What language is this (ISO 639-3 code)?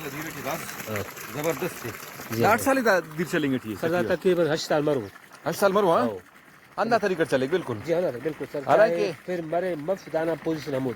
brh